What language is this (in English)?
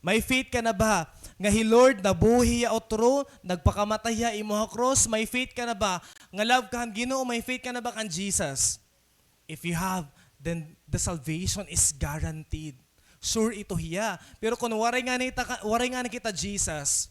Waray